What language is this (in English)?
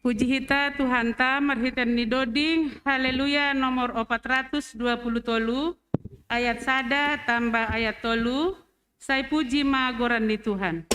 Batak Simalungun